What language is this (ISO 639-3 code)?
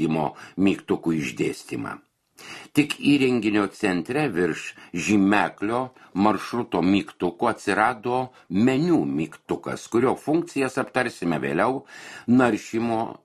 lit